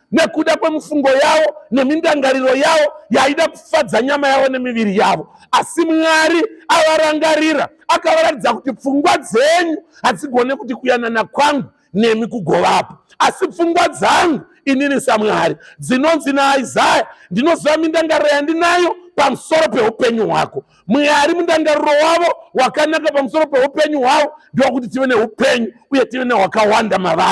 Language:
Shona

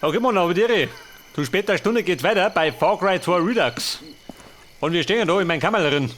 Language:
Bavarian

